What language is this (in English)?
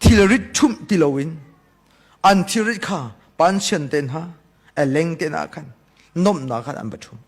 Hakha Chin